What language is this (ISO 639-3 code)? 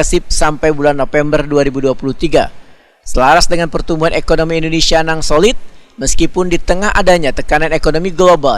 bjn